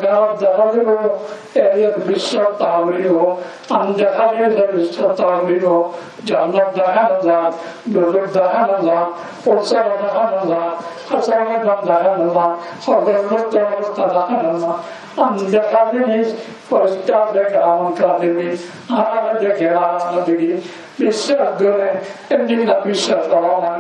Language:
Rohingya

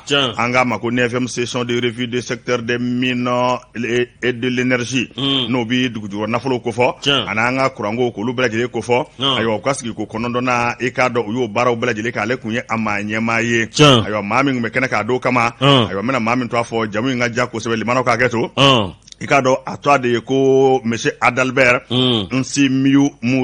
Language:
Bambara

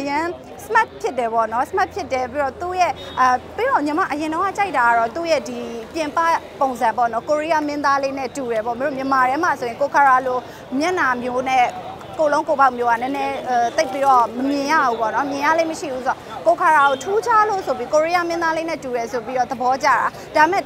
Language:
Burmese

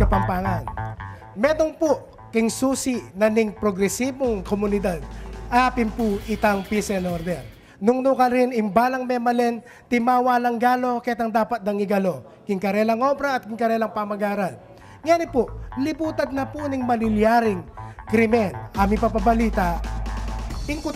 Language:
Pampanga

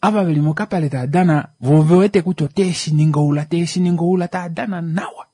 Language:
Kuanyama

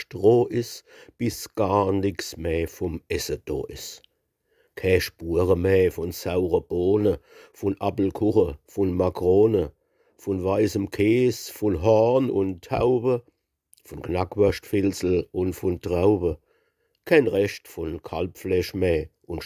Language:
Palatine German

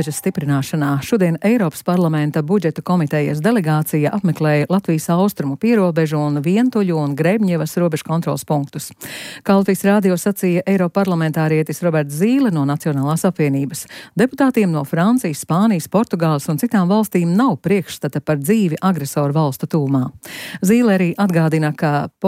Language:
Latvian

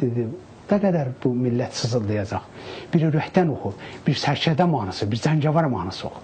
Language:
Azerbaijani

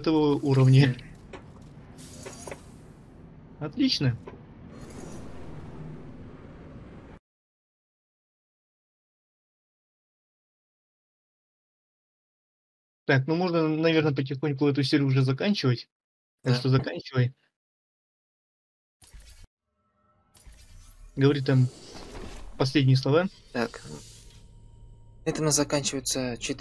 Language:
Russian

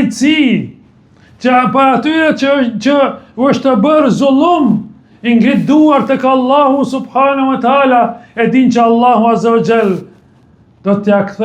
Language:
Albanian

